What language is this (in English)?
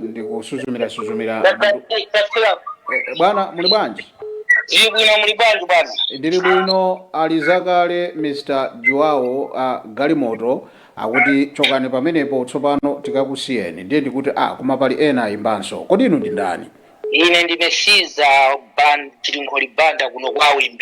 Nyanja